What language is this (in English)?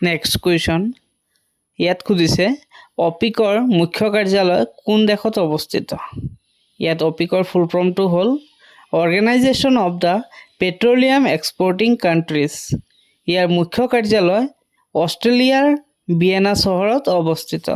Assamese